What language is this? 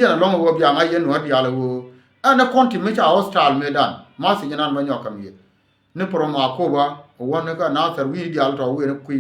Nuer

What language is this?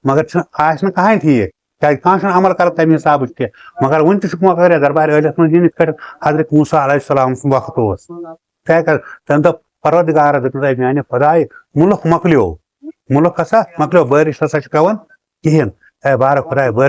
Kashmiri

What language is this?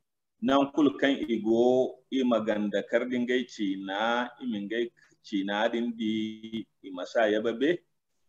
Zarma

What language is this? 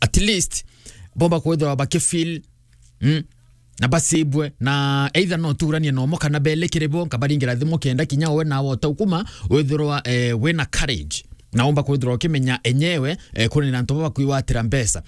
Meru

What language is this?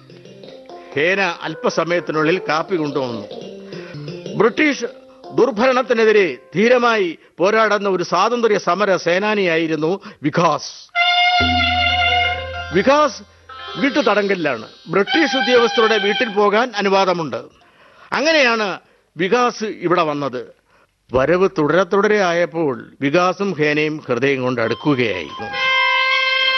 Malayalam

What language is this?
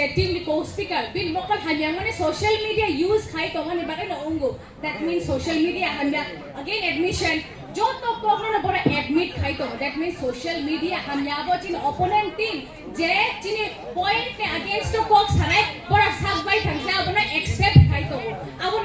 Kok Borok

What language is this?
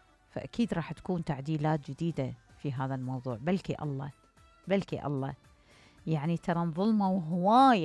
Mesopotamian Arabic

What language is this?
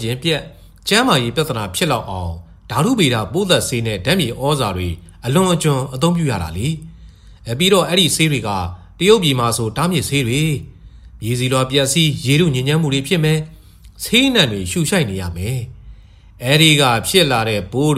Burmese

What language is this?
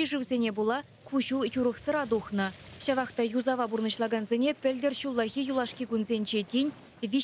Chuvash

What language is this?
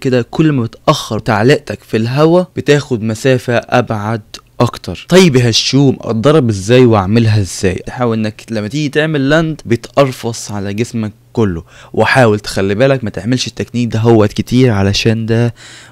Egyptian Arabic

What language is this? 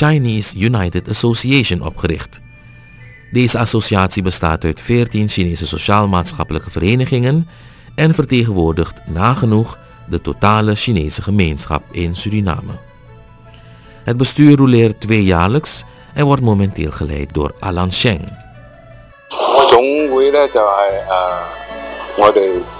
Dutch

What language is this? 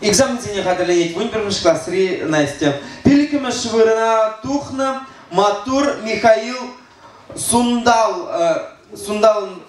Chuvash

